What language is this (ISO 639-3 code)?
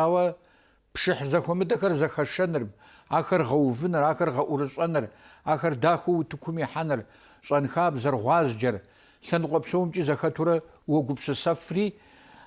kbd